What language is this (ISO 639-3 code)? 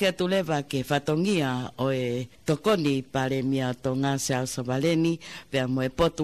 ton